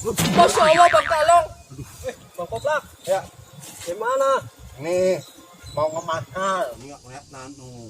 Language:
Betawi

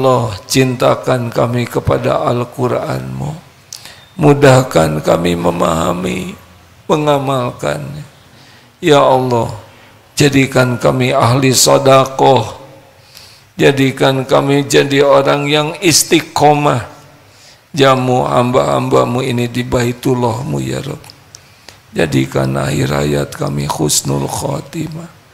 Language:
Indonesian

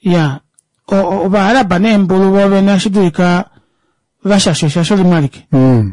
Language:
Kuanyama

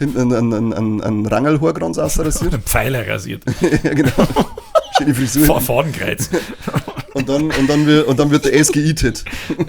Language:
Bavarian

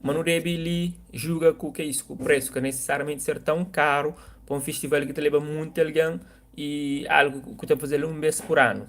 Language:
Kabuverdianu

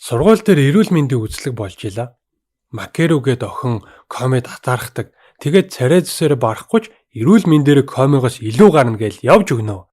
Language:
Mongolian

